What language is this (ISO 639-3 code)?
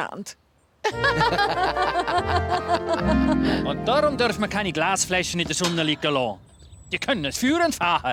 gsw